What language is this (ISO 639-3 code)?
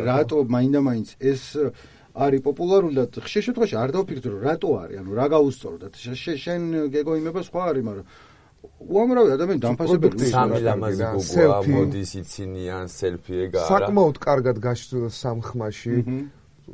kat